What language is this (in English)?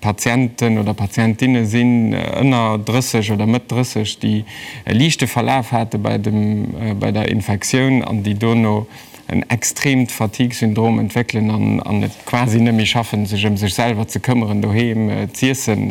Luxembourgish